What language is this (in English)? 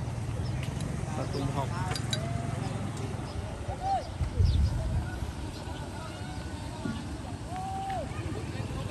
Vietnamese